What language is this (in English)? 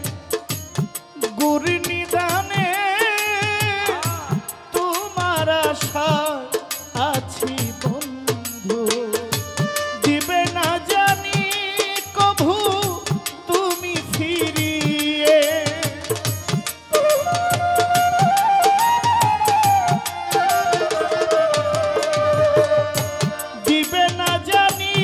Bangla